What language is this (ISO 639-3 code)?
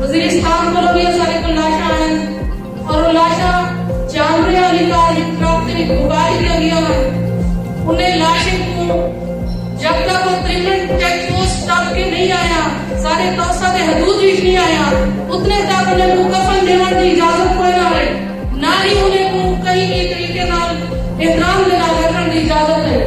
skr